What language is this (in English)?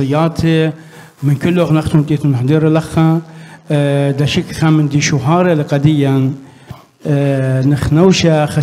Assyrian Neo-Aramaic